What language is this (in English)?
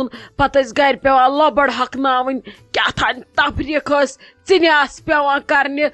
Kashmiri